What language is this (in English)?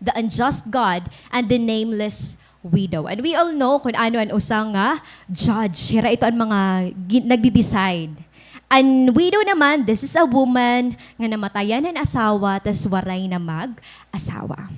Waray